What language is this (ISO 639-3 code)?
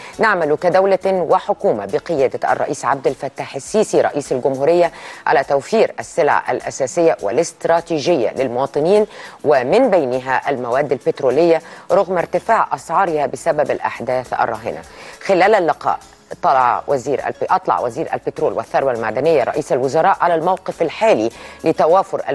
arz